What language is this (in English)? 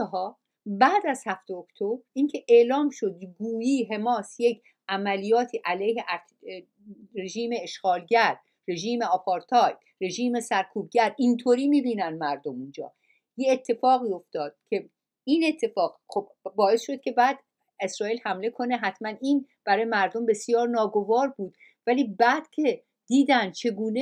Persian